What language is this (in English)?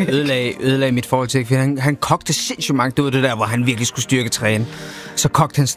Danish